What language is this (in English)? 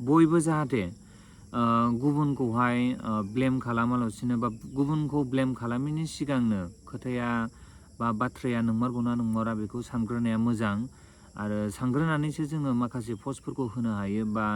Bodo